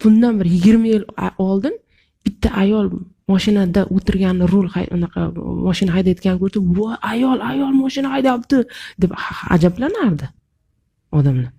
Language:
Uzbek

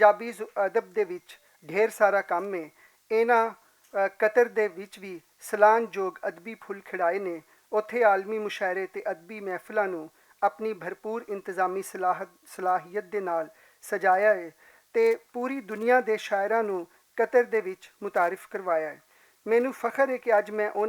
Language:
Western Panjabi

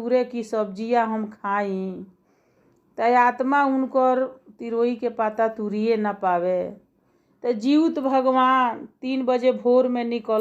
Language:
Bhojpuri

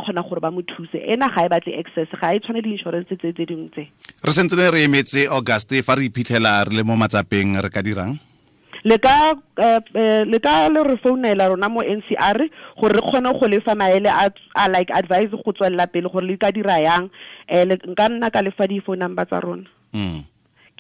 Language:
Tswana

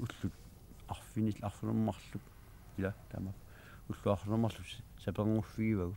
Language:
Kalaallisut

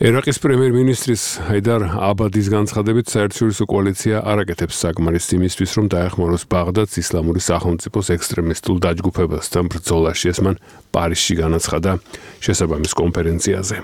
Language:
Georgian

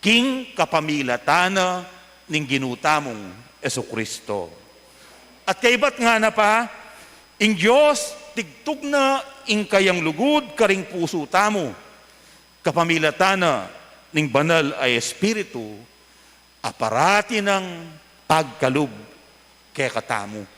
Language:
Pampanga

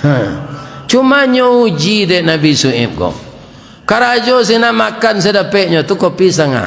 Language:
Minangkabau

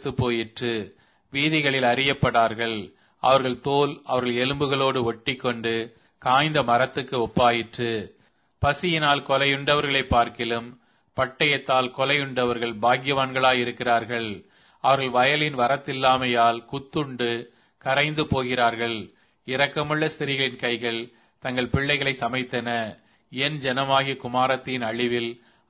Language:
Tamil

